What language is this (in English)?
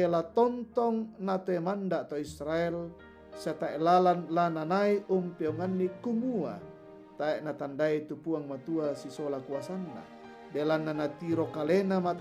Toraja-Sa'dan